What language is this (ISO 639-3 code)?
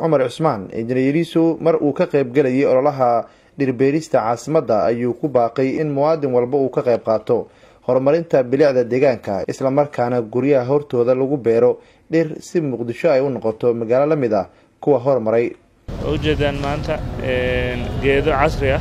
som